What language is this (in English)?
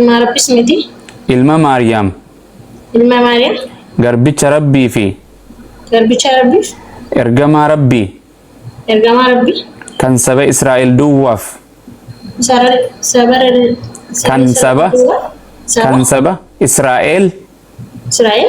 Oromo